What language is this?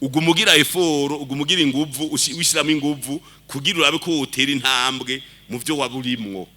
Rundi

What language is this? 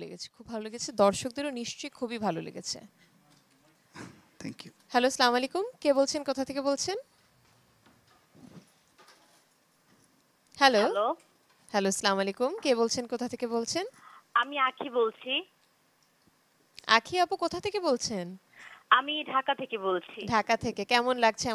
Bangla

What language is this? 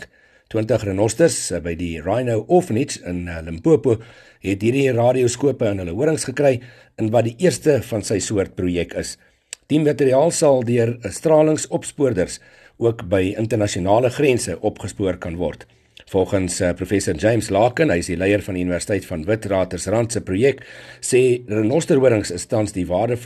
Afrikaans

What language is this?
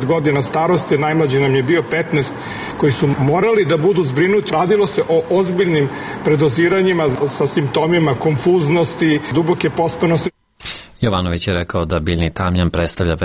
Serbian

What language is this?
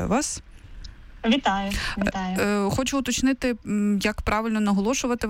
Ukrainian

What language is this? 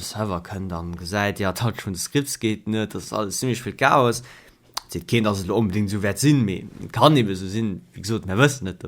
Luxembourgish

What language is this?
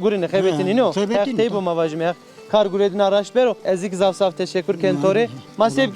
Zaza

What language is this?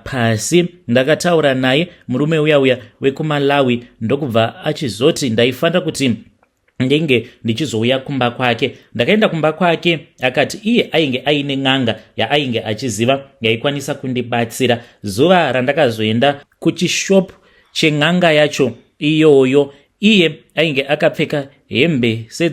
Shona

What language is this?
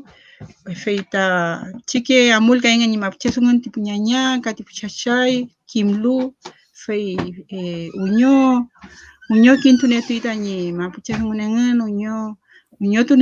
Mapuche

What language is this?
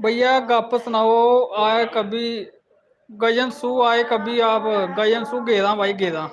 Dogri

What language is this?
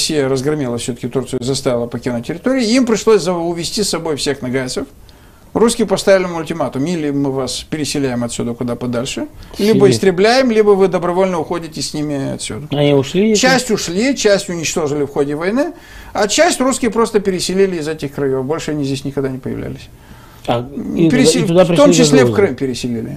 Russian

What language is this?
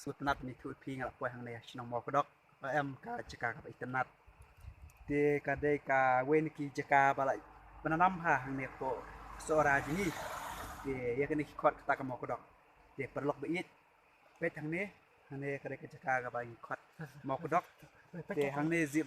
Khasi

